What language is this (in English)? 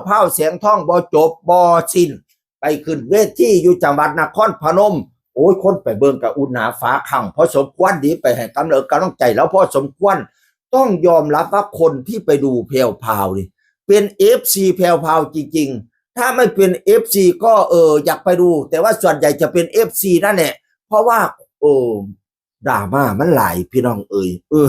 Northeastern Thai